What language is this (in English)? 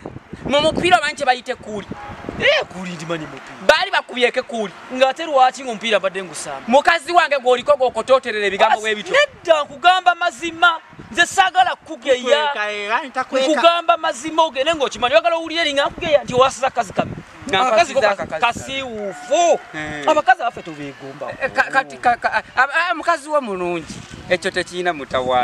Ganda